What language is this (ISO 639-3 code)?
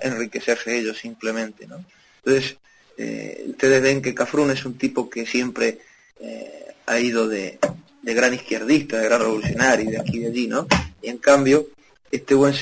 spa